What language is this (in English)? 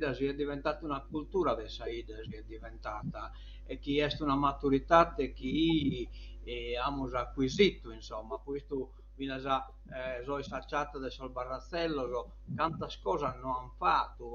Sardinian